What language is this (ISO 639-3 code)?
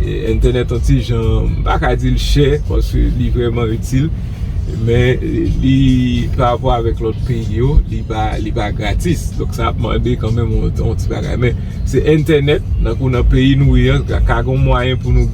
hat